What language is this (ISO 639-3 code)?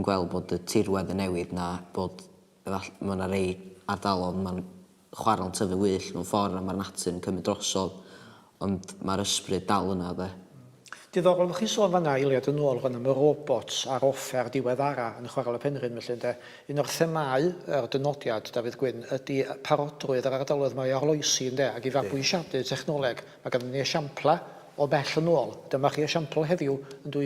cym